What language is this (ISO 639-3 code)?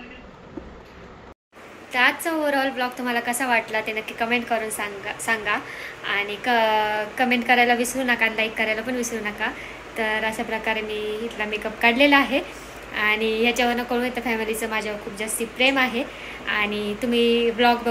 mar